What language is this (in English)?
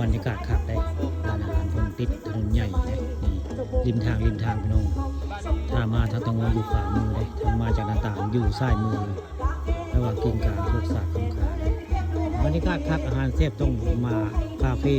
Northeastern Thai